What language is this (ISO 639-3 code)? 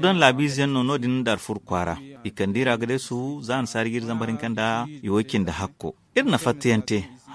dje